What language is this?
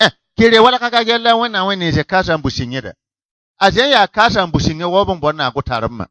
Bissa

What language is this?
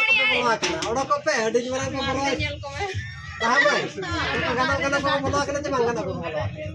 Santali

